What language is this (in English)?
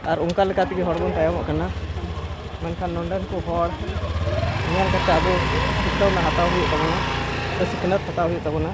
Santali